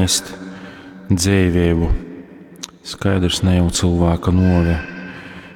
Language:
Latgalian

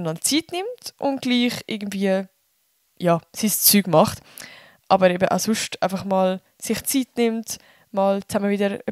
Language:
Swiss German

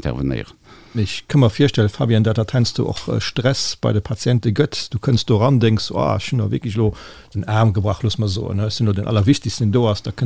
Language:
Luxembourgish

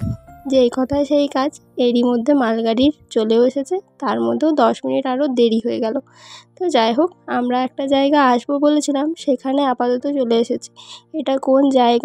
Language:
Bangla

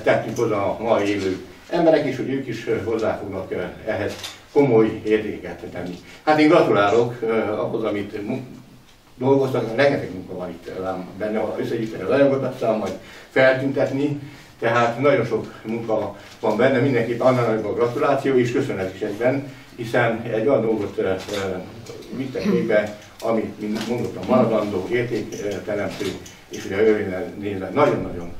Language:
Hungarian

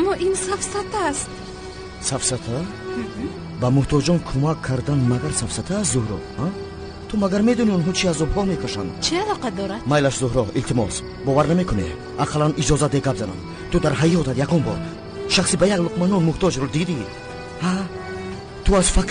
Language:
Tajik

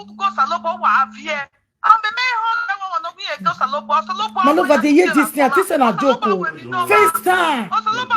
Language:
Nigerian Pidgin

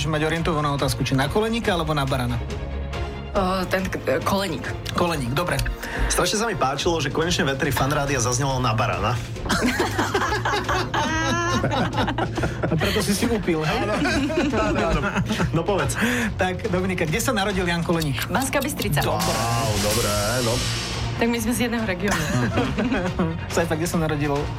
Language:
Slovak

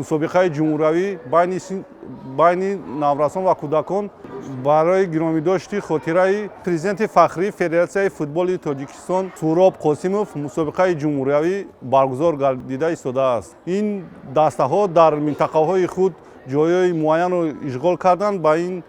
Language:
Tajik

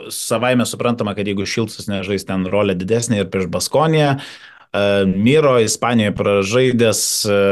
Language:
Lithuanian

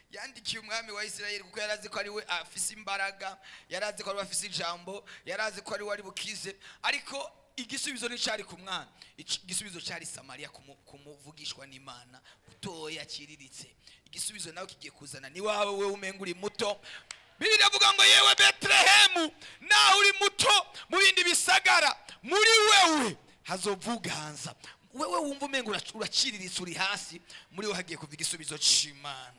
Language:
Rundi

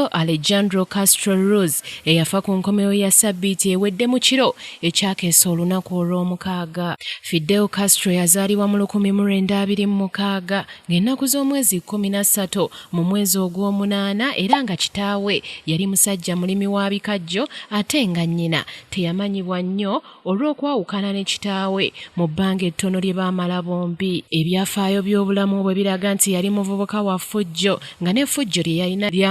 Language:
Ganda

